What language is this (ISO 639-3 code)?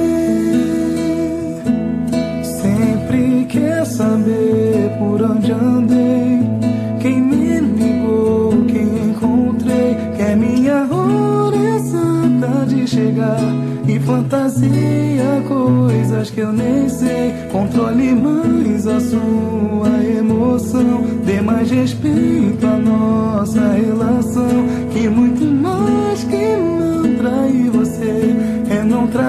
por